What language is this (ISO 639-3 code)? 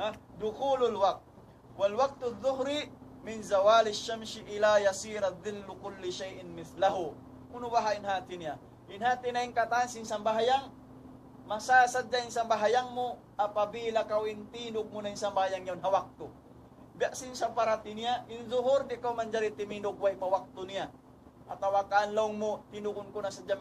tsg